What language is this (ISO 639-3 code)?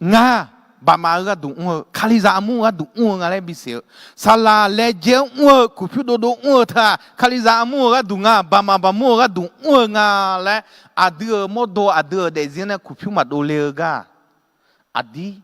ahk